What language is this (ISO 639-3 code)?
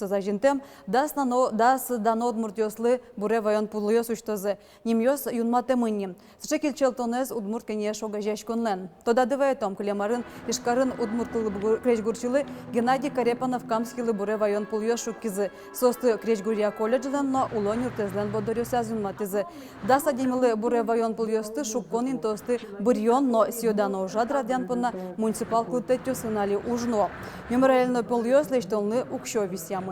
udm